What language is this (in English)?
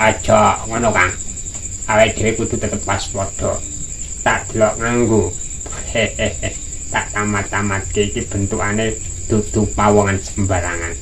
Javanese